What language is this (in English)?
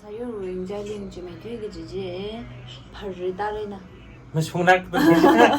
Tangkhul Naga (India)